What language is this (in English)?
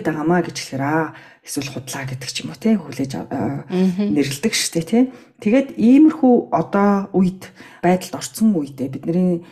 Mongolian